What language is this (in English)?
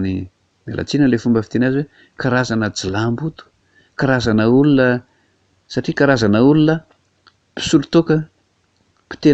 Malagasy